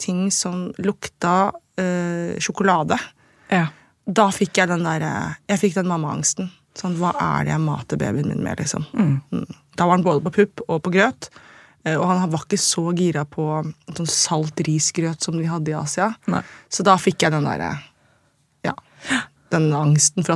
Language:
Norwegian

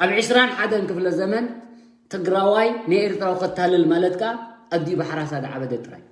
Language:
Tigrinya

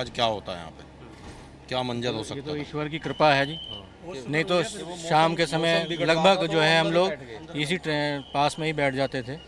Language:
Hindi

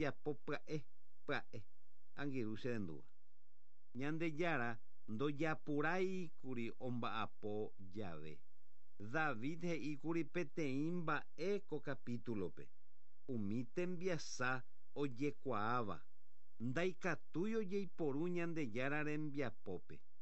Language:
Guarani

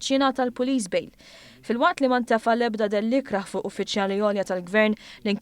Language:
Maltese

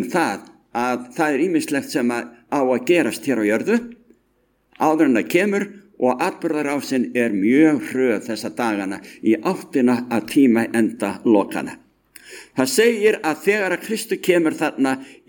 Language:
Icelandic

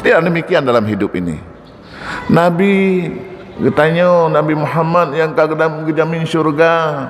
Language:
Achinese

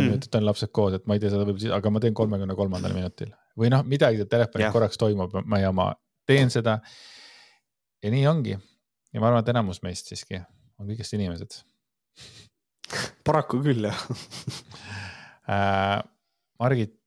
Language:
Estonian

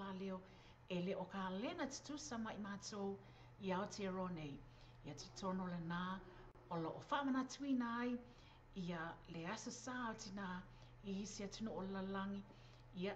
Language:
Samoan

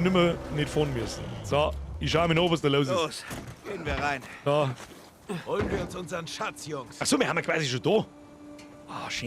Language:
Bavarian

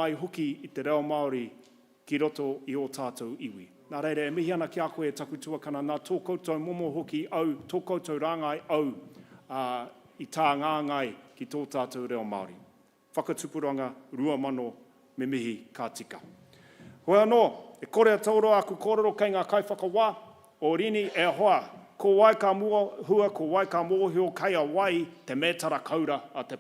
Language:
Māori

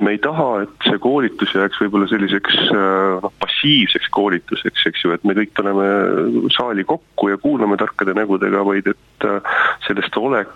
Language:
Estonian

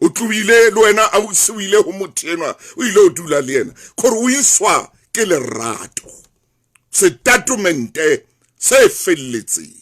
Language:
Southern Sotho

